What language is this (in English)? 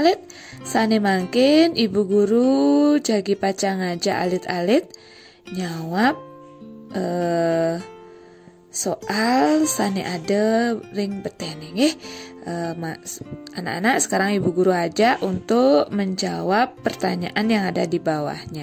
Balinese